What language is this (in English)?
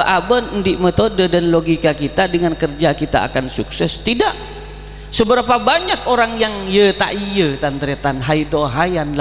Madurese